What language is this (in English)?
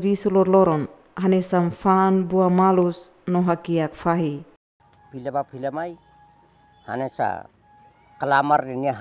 Tetum